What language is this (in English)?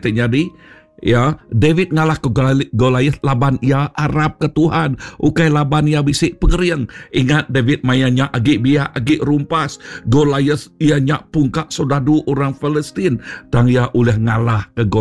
Iban